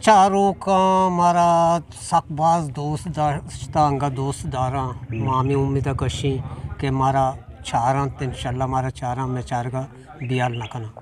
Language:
Eastern Balochi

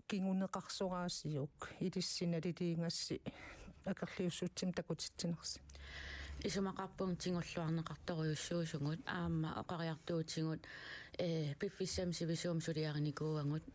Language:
Kalaallisut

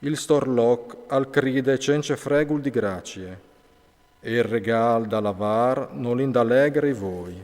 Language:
Friulian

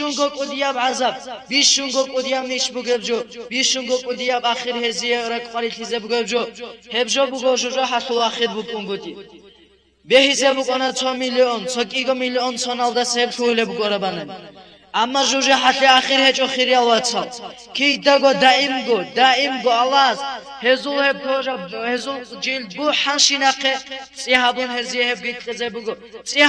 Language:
Avaric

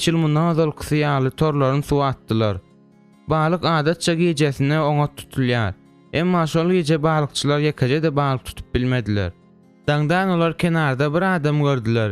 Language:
Turkmen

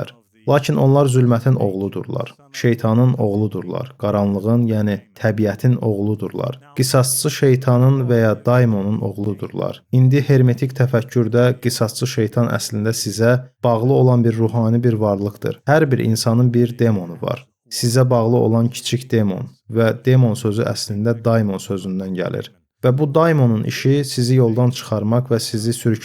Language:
Azerbaijani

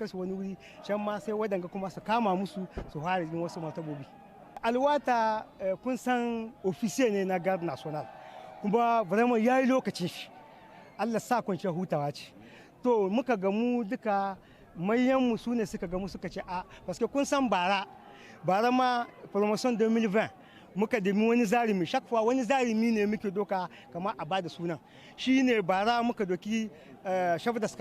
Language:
Hausa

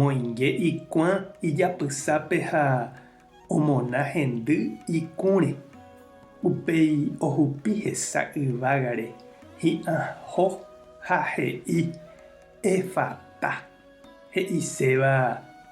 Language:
Guarani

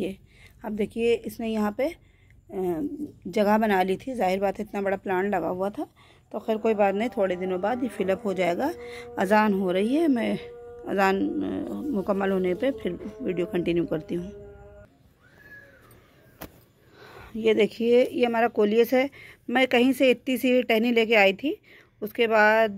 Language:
Hindi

